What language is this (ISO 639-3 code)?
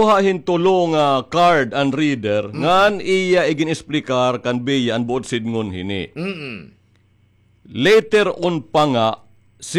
war